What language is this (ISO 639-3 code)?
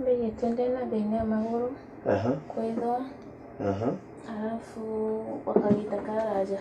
mer